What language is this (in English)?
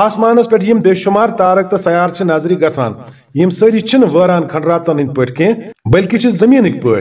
Kashmiri